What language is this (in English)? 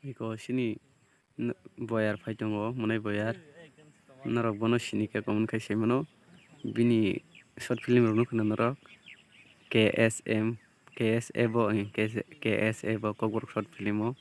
Kok Borok